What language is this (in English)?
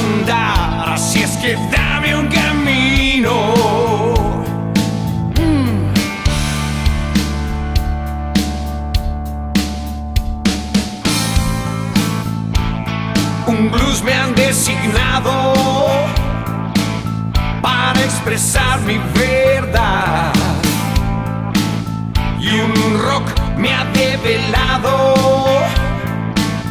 Spanish